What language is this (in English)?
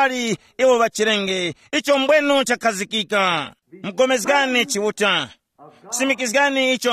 Tumbuka